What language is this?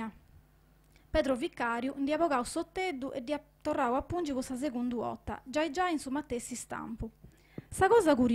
Sardinian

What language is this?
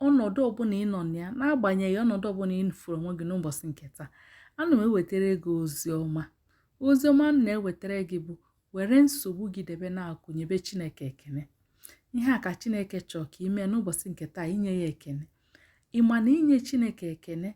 Igbo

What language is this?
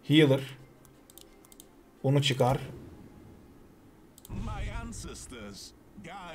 Turkish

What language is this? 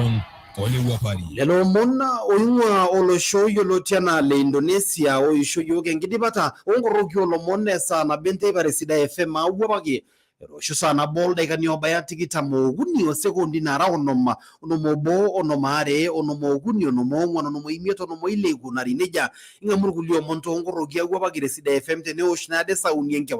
Masai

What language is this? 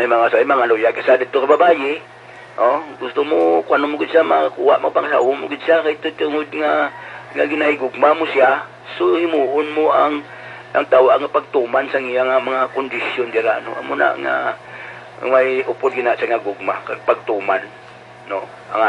Hiligaynon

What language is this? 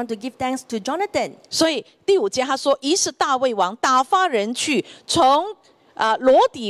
Chinese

